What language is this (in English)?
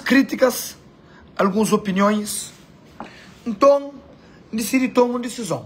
Kabuverdianu